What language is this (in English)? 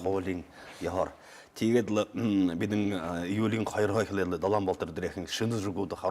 Buriat